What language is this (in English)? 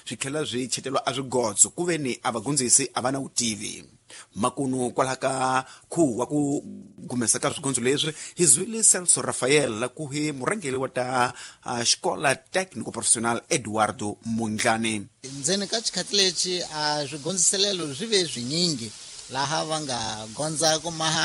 Tsonga